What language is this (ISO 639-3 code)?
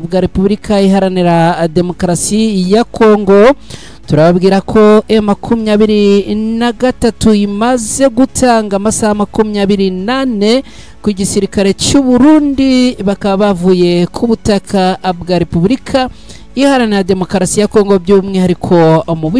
kin